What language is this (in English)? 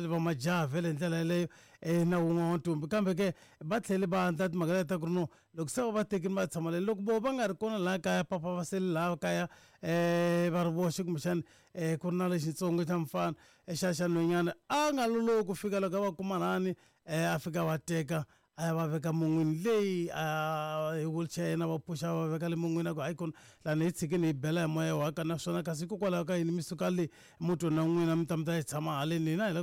Tsonga